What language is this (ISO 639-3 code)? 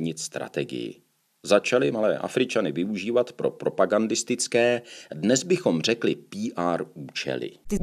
ces